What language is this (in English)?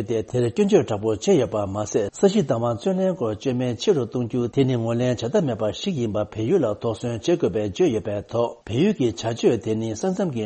Tibetan